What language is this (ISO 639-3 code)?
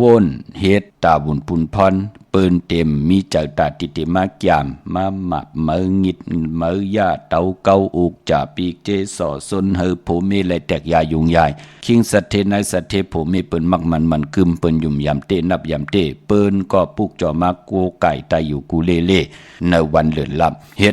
shn